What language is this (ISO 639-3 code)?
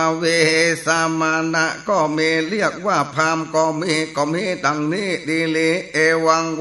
nod